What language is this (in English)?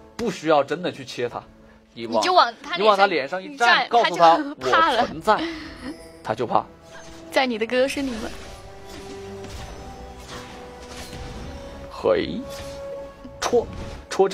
Chinese